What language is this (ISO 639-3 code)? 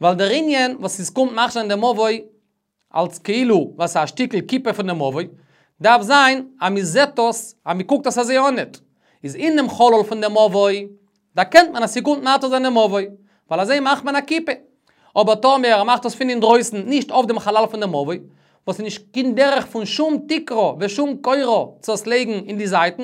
yid